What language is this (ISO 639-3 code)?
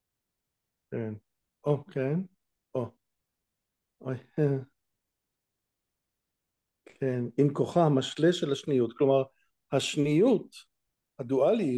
heb